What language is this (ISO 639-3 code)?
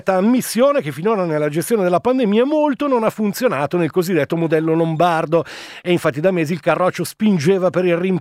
ita